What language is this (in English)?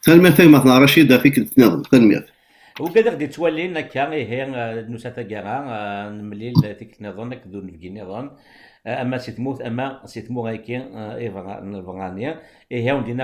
Kabyle